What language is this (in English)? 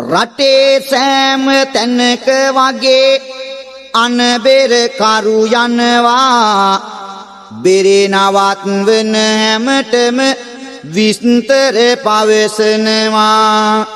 Sinhala